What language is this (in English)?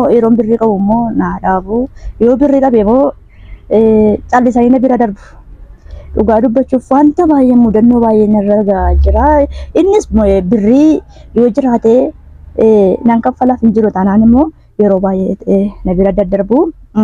Oromo